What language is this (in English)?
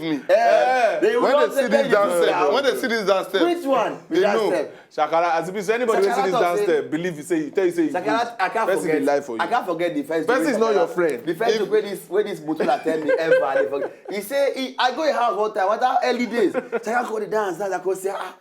Nigerian Pidgin